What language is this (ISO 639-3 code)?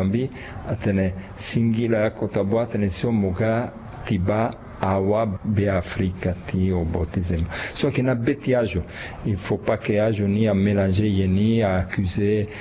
sag